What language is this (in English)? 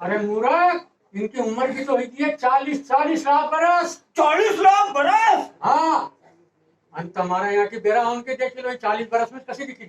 Rajasthani